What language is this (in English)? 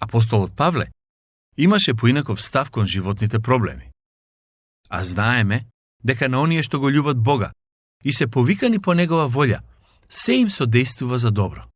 Macedonian